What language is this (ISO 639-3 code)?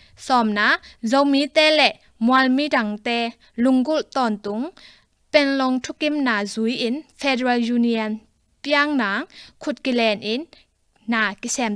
ctd